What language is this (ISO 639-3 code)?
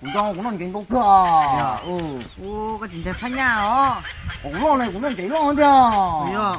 hmn